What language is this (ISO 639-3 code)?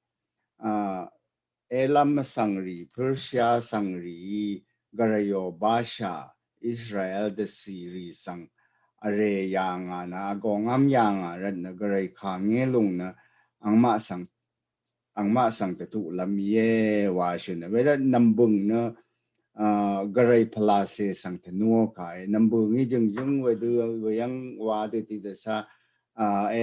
raw